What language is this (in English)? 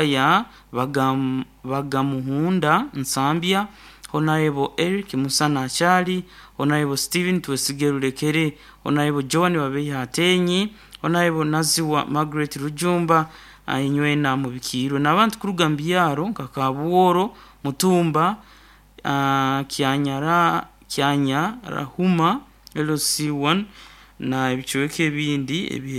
Nyoro